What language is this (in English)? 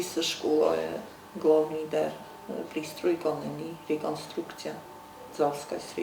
Ossetic